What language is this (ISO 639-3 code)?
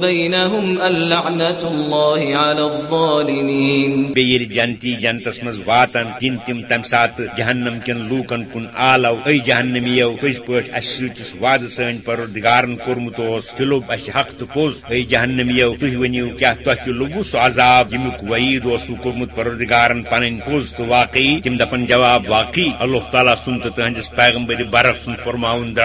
kas